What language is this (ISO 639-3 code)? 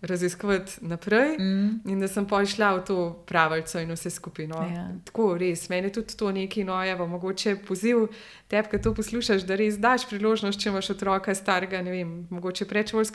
slv